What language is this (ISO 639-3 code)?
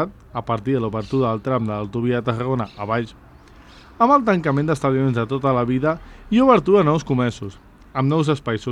cat